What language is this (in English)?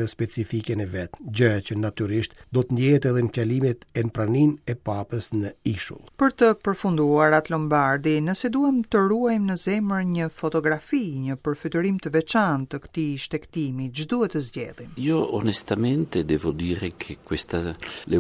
Albanian